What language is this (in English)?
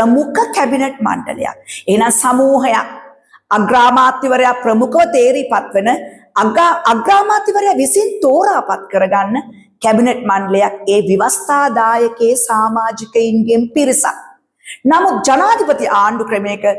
Sinhala